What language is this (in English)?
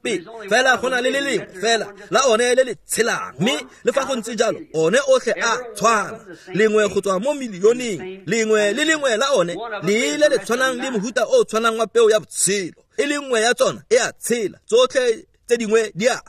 Tswana